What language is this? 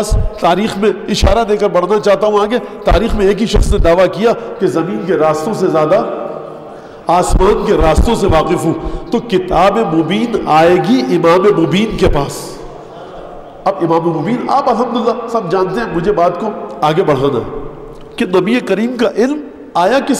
Urdu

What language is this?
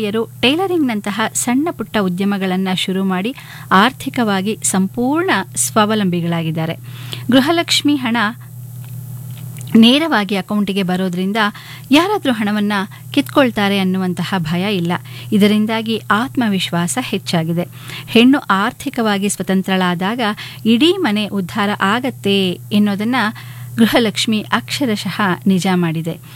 Kannada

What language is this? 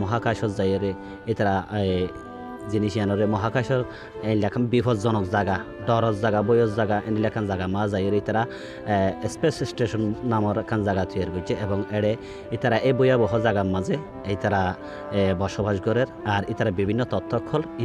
Rohingya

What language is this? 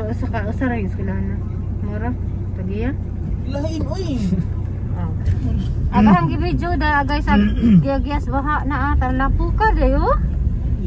Cebuano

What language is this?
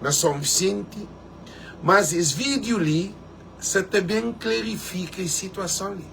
Kabuverdianu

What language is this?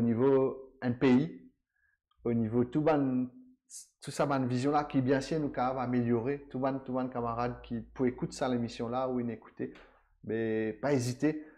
Morisyen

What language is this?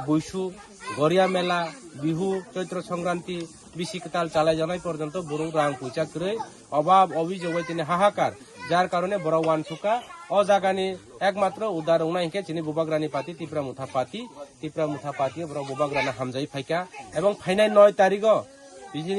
Kok Borok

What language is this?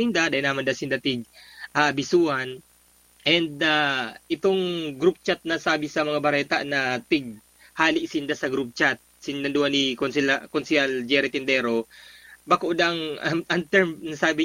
Bikol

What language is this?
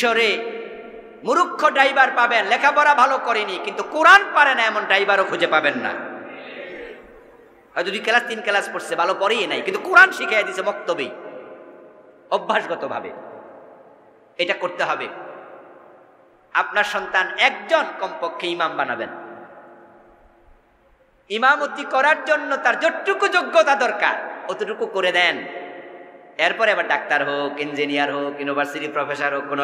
Bangla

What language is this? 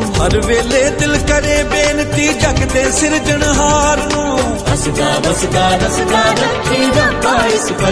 Punjabi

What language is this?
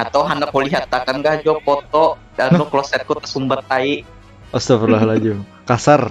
Banjar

